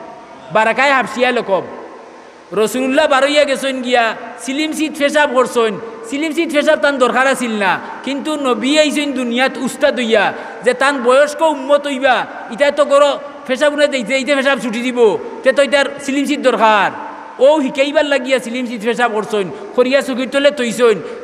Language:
Sylheti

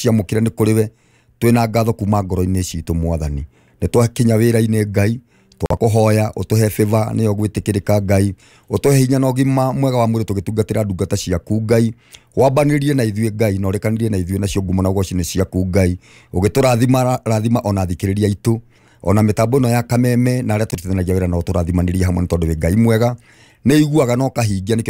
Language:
Kikuyu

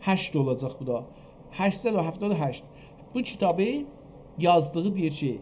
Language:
South Azerbaijani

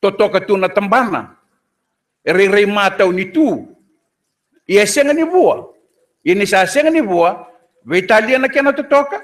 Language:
Fijian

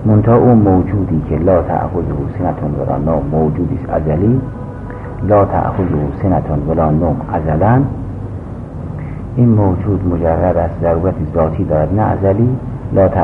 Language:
Persian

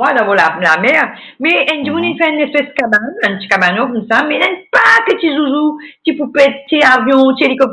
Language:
Morisyen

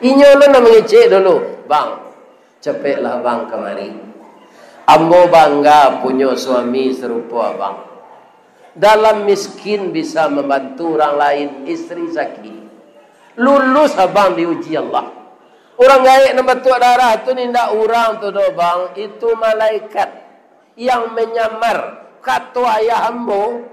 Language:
Minangkabau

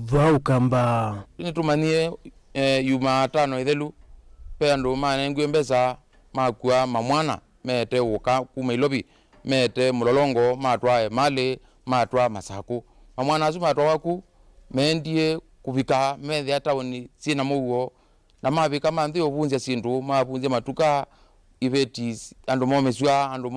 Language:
Kamba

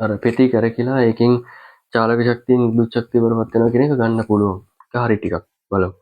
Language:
Sinhala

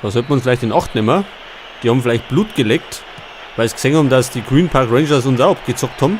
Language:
Bavarian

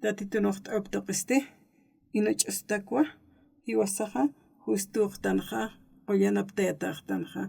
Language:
Aymara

